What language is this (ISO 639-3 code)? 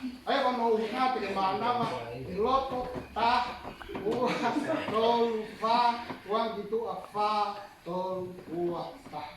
ton